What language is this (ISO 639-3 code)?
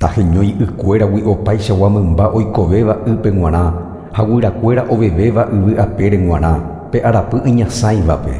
grn